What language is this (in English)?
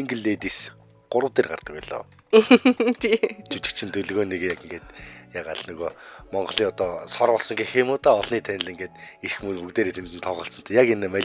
Mongolian